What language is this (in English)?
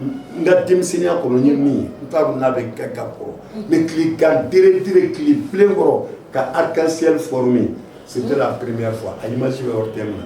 Bambara